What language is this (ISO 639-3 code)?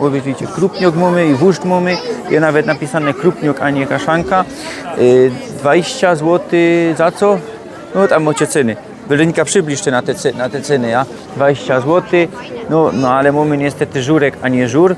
szl